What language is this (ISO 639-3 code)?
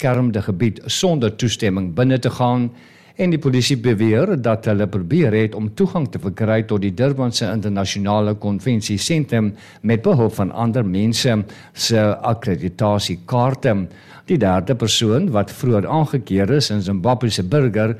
afr